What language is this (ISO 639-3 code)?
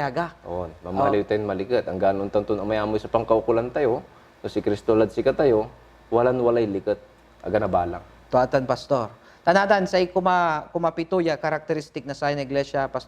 pag